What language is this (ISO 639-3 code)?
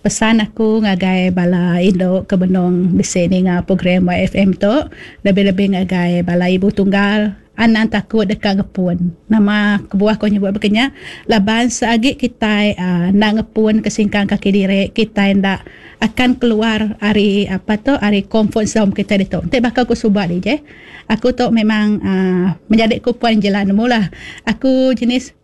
iba